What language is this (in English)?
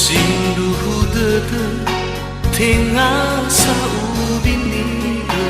Nias